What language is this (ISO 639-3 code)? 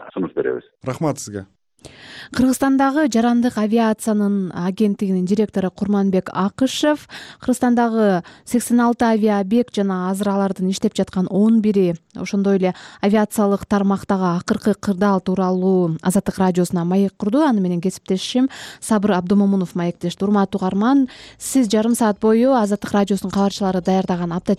kir